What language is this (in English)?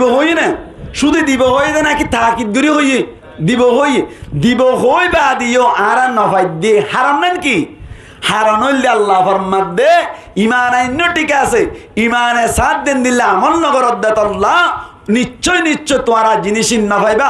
Rohingya